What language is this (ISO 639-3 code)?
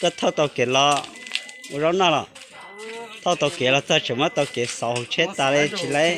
hmn